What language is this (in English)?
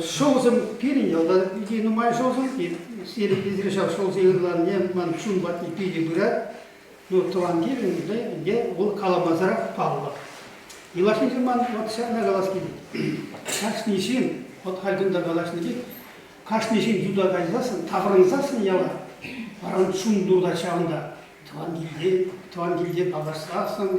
Chuvash